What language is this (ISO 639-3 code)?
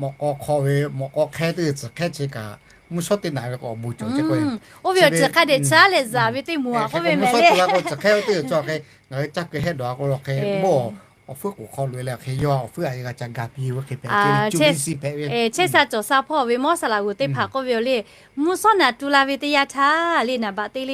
lhu